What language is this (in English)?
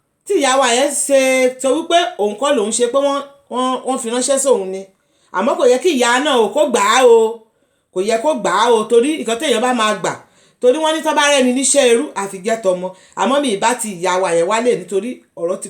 Yoruba